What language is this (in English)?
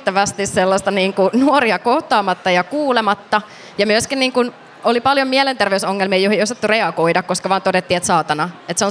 Finnish